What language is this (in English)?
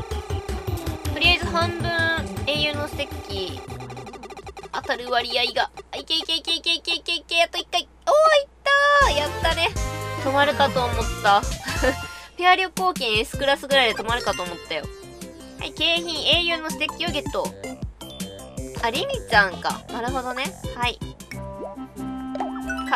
Japanese